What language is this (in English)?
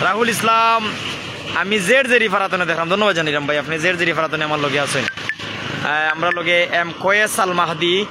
Sylheti